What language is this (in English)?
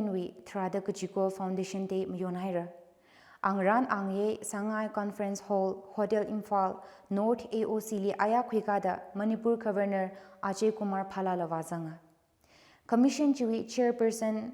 Tangkhul Naga (India)